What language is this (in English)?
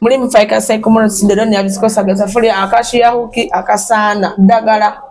Soga